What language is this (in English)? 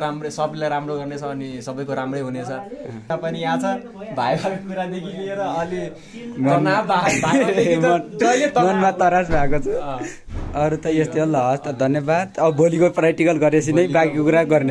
Nepali